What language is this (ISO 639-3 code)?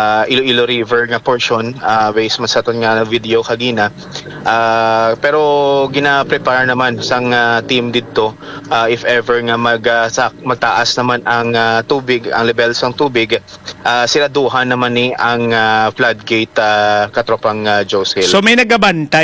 hil